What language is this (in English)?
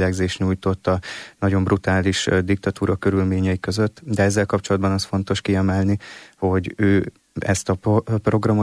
Hungarian